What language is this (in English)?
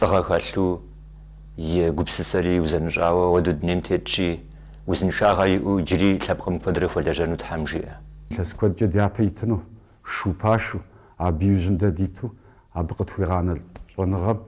Kabardian